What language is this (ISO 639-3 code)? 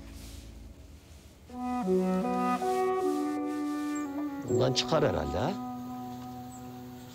tur